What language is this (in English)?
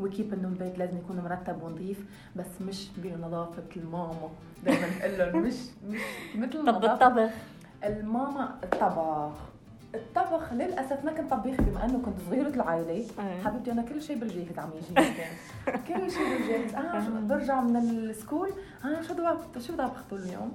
North Levantine Arabic